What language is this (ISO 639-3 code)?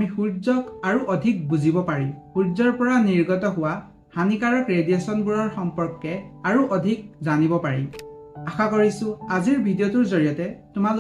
asm